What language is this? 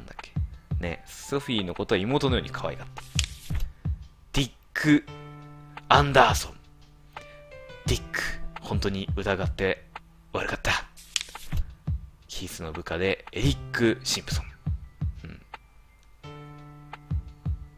Japanese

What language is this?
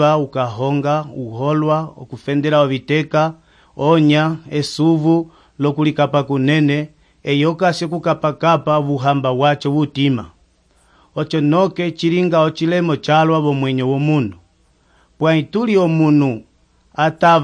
Umbundu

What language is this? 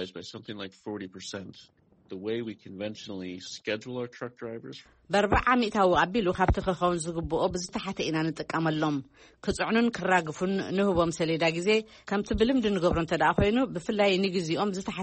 Tigrinya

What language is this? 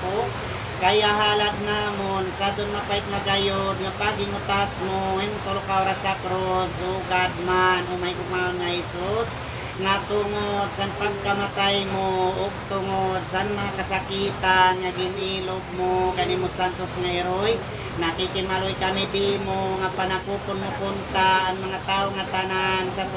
Waray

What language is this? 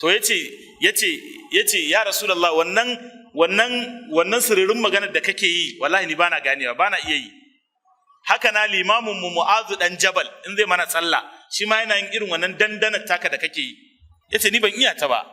Hausa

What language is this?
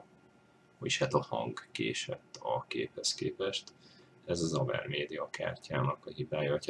Hungarian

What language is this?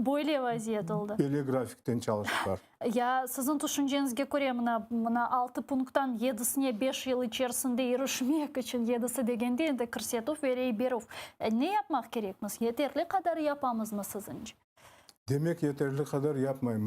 Crimean Tatar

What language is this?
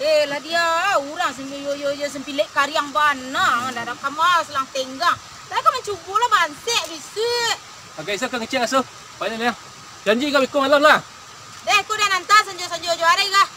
Minangkabau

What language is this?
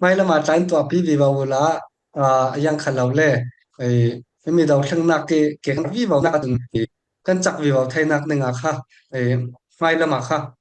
Falam Chin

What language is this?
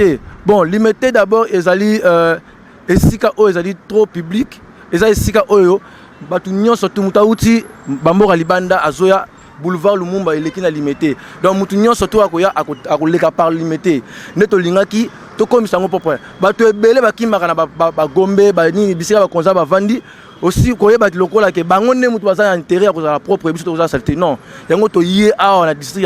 Lingala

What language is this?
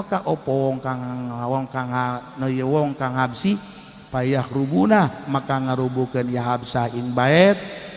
Sundanese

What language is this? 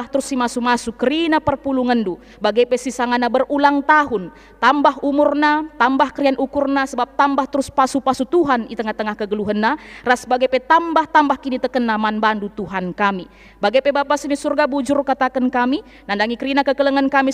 Batak Karo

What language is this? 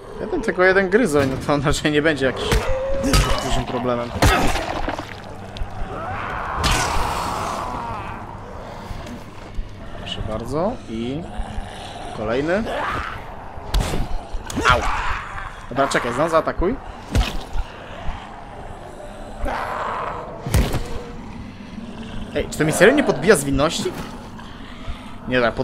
Polish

